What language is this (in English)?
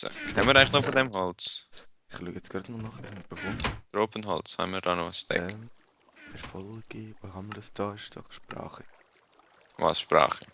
Swiss German